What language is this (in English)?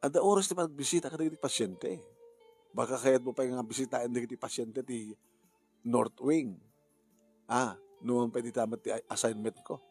Iloko